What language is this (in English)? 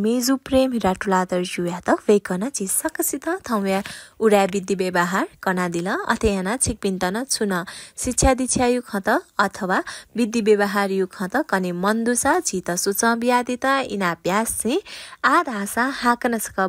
Newari